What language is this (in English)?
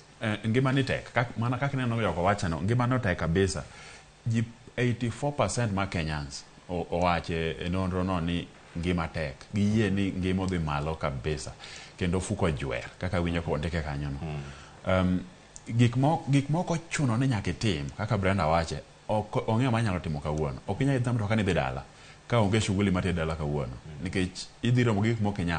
Luo (Kenya and Tanzania)